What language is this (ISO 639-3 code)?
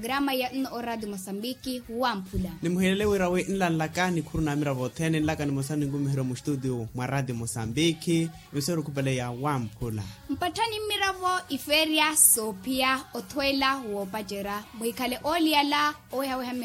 vmw